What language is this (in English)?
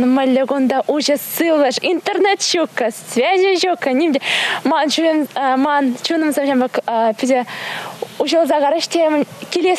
Chuvash